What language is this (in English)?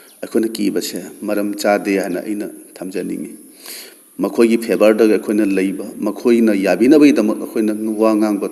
Manipuri